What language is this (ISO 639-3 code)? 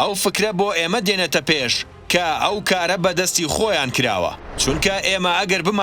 ckb